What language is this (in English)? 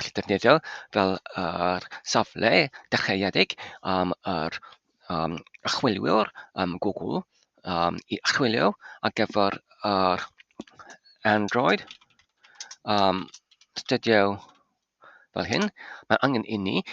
Welsh